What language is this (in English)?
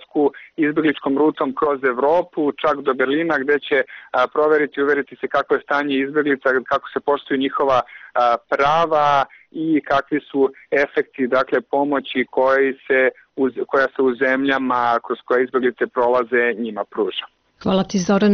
Serbian